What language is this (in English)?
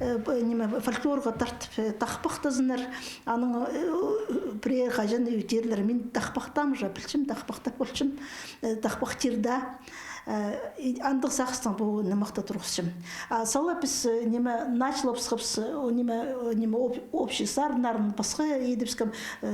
Khakas